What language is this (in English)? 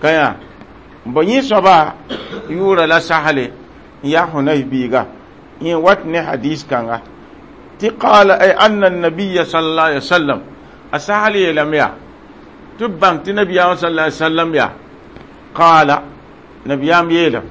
Mossi